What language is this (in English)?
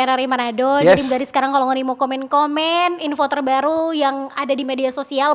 Manado Malay